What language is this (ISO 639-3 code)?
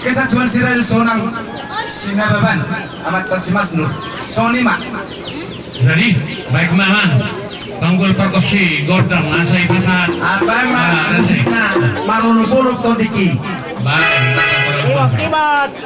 bbc